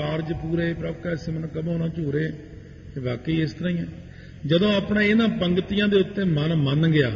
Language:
Punjabi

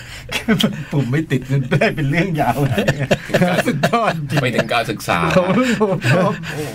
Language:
Thai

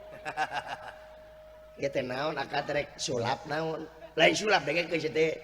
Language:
Sundanese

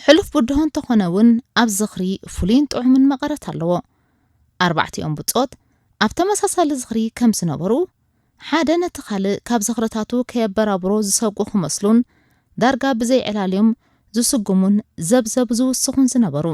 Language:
Tigrinya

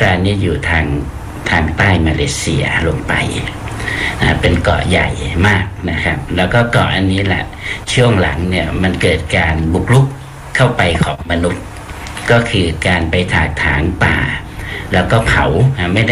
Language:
Thai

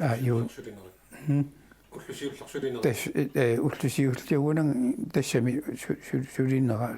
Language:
Kalaallisut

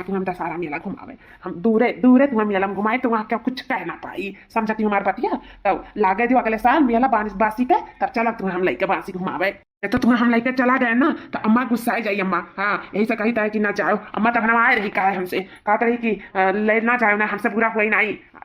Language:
Awadhi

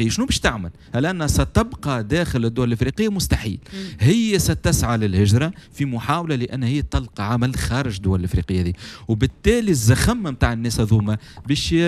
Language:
Tunisian Arabic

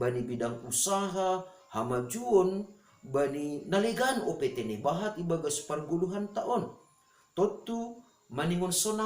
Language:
Batak Simalungun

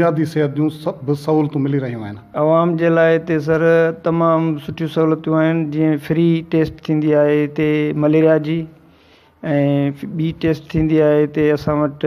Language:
Sindhi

